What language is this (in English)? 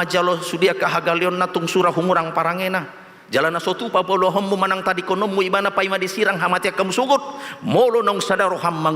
Batak Toba